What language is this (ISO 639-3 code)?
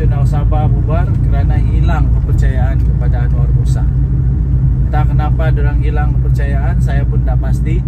msa